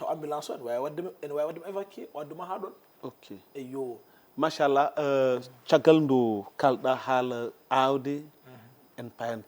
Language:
Fula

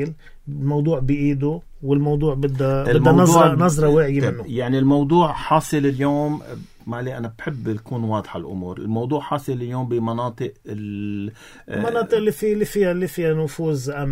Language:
North Levantine Arabic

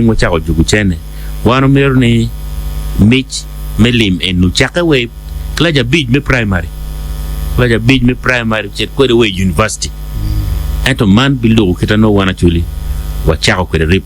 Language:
Acoli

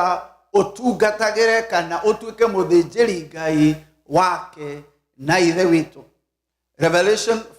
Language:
Kikuyu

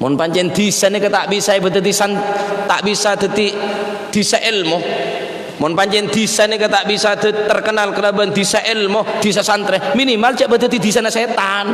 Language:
Madurese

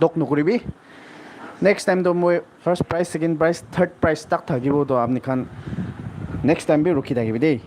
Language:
Naga Pidgin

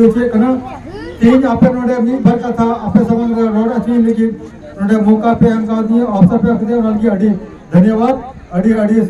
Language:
Santali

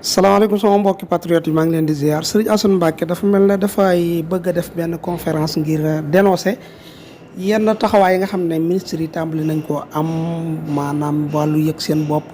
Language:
Wolof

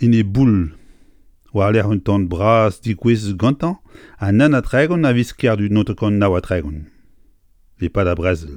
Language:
Breton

